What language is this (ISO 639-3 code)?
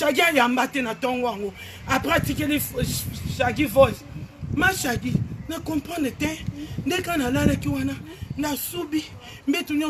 lin